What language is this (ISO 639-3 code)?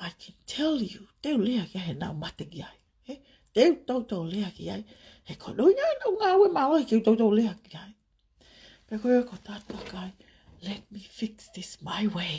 ton